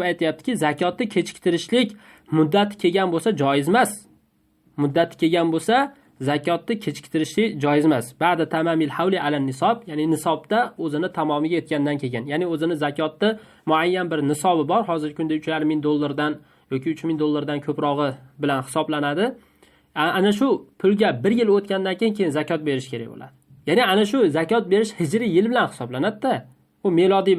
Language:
Uzbek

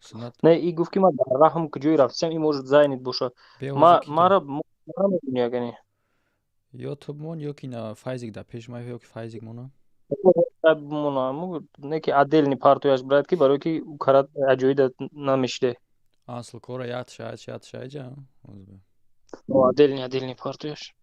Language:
Tajik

